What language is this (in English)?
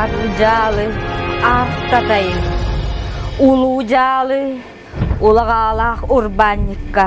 Yakut